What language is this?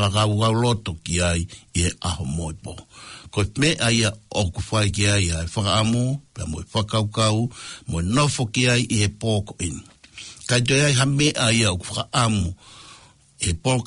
Tongan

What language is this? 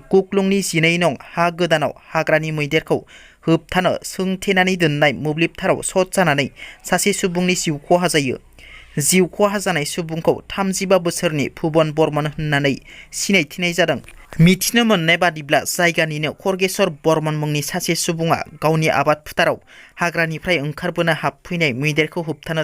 Bodo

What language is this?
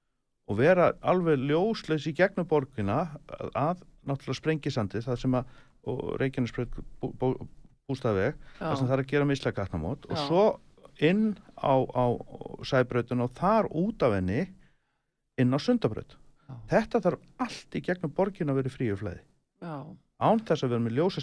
Icelandic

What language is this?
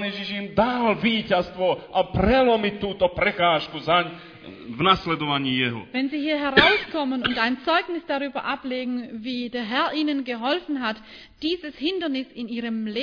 Slovak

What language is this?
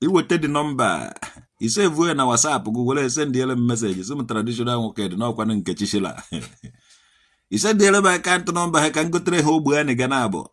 Igbo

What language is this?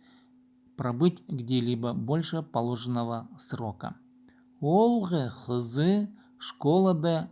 Khakas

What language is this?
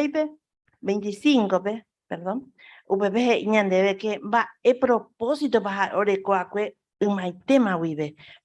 Guarani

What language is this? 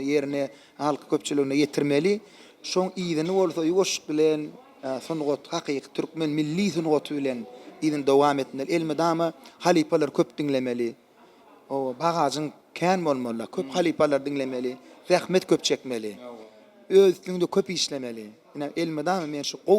Turkmen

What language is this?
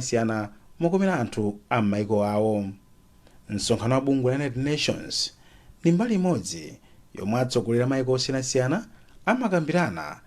Nyanja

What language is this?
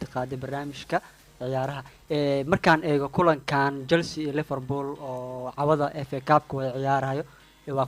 Somali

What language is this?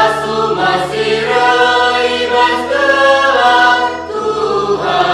Batak Karo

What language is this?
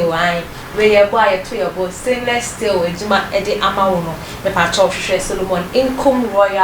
Akan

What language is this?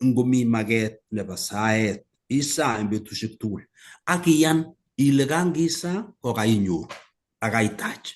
Kalenjin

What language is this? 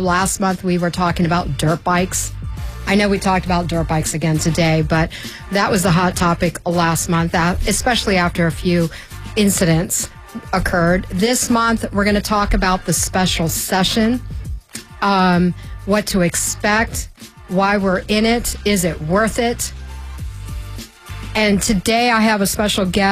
English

